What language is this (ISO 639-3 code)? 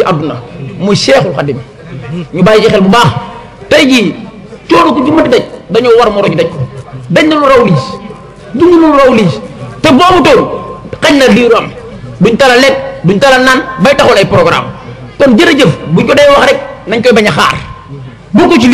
wol